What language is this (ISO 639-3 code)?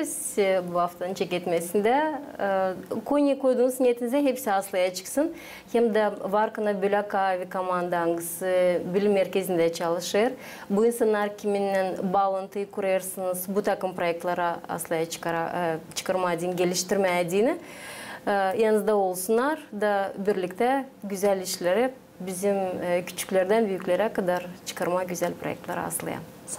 gag